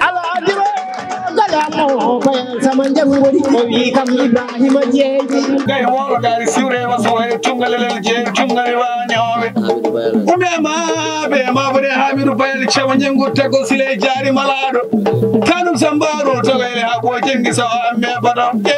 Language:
Fula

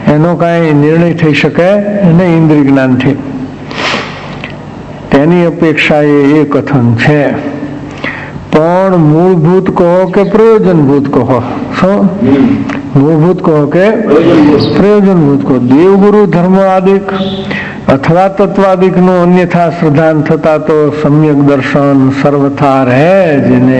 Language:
Gujarati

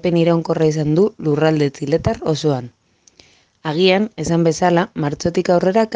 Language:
Basque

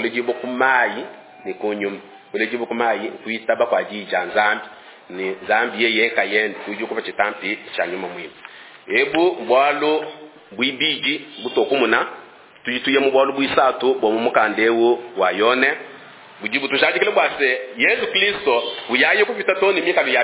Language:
Luba-Lulua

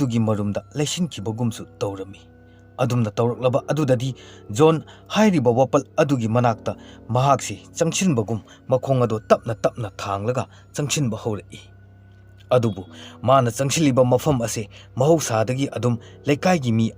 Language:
Manipuri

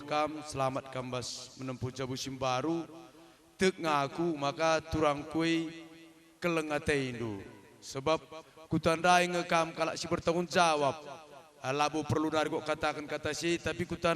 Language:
Batak Karo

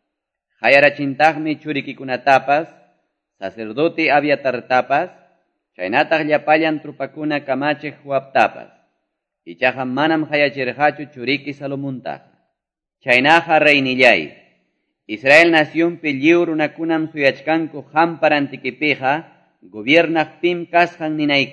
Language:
Quechua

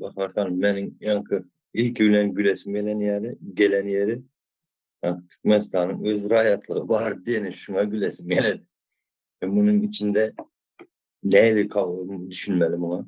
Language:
Turkmen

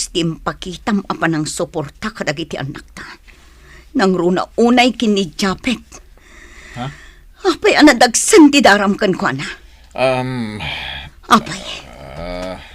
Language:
Iloko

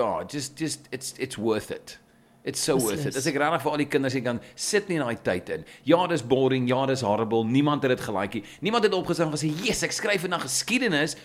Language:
Afrikaans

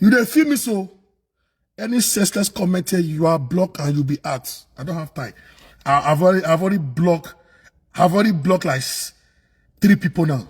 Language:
Nigerian Pidgin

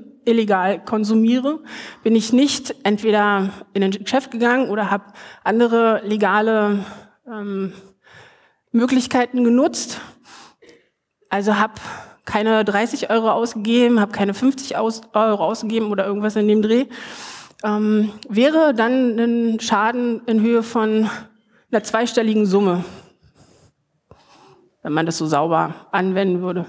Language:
German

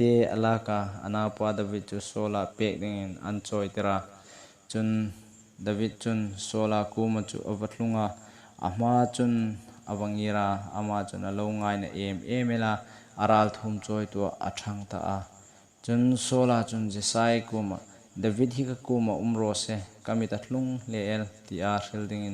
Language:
Hmar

